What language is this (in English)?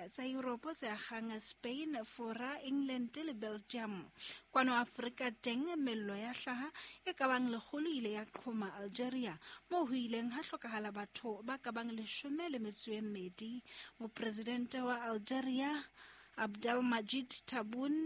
Southern Sotho